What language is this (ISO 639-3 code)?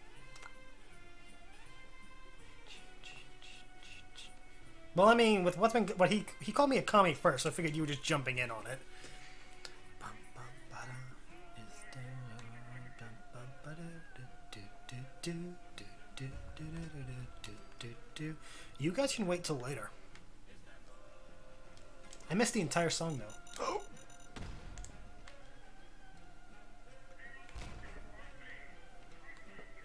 eng